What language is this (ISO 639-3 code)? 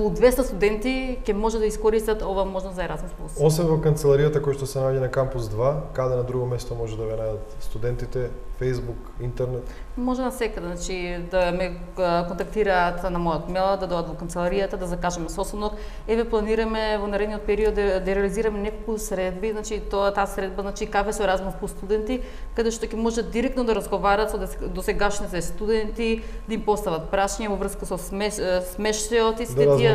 mkd